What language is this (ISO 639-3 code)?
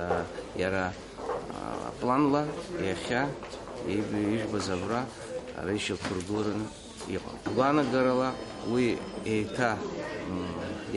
abk